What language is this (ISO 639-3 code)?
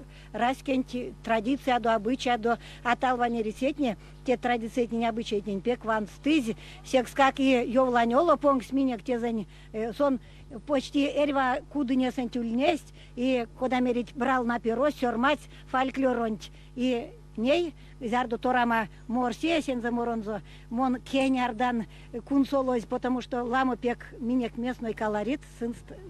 myv